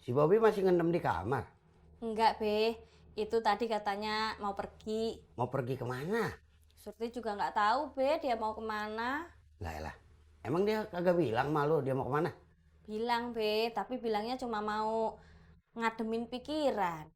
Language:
Betawi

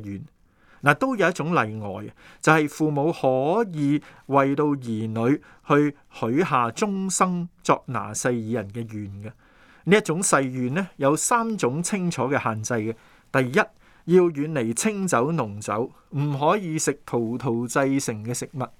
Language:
Cantonese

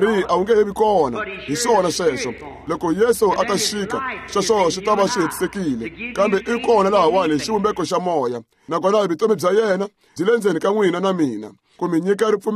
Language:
Tsonga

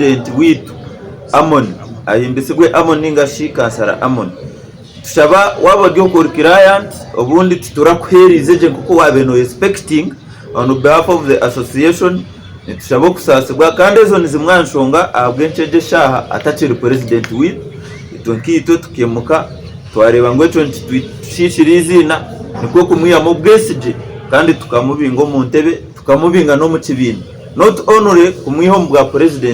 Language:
Nyankole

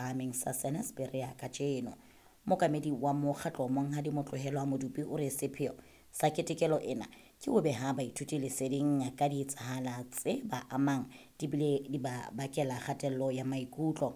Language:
Southern Sotho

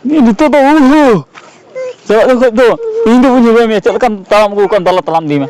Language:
Santali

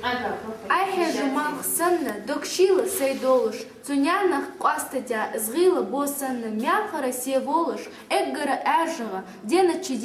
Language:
Ingush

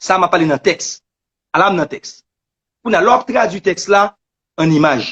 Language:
Haitian Creole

